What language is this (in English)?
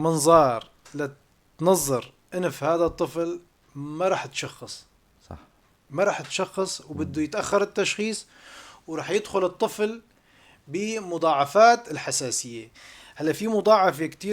North Levantine Arabic